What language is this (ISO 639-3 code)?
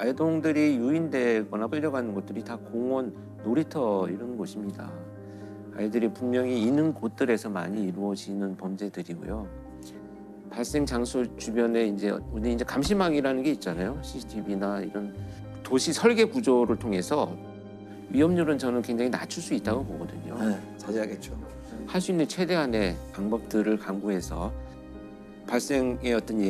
kor